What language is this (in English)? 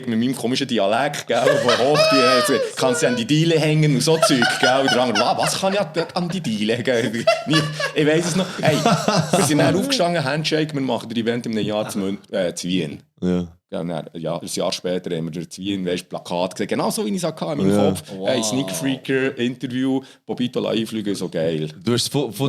Swiss German